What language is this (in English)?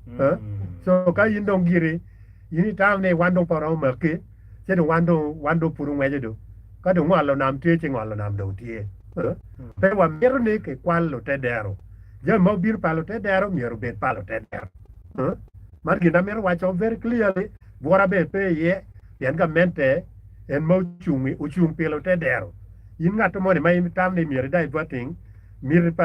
Acoli